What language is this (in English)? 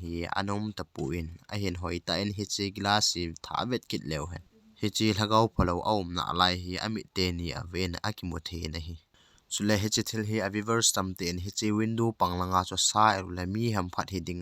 Thado Chin